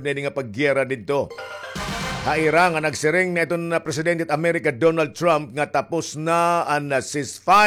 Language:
Waray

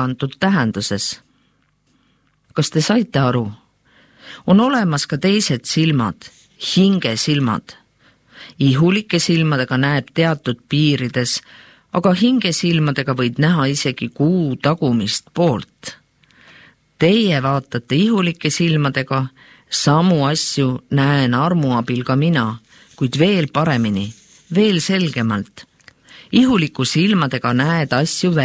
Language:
Estonian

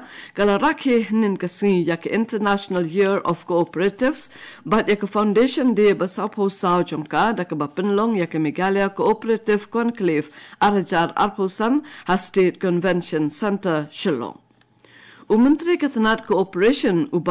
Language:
Khasi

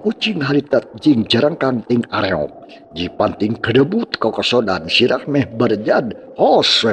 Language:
Sundanese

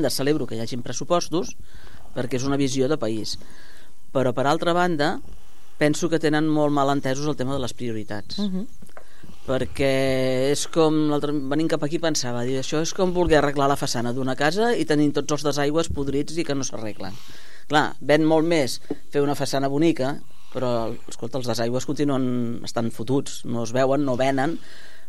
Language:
Catalan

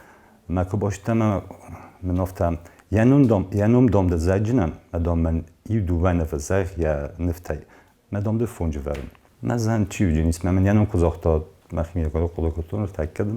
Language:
Ossetic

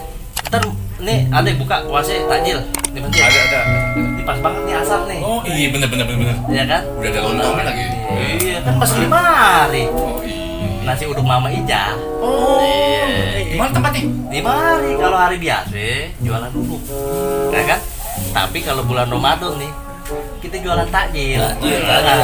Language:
Betawi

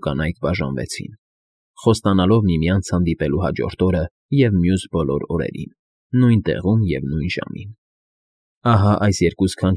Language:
Armenian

